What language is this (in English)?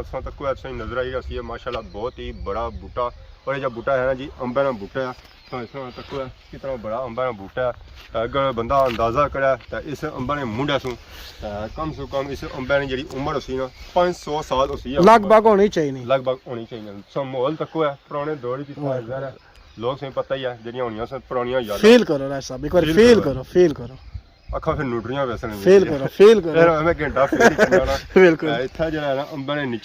Pahari-Potwari